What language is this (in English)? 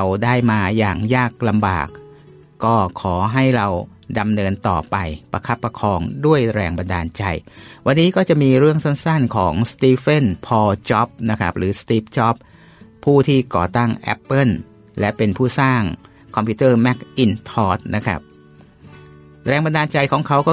Thai